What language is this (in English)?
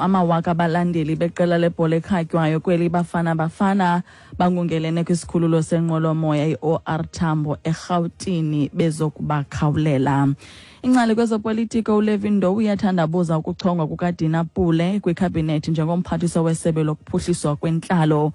Xhosa